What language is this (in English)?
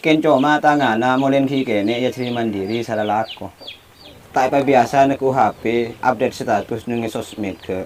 Madurese